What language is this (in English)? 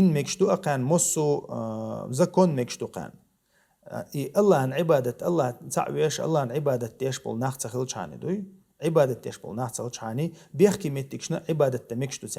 Chechen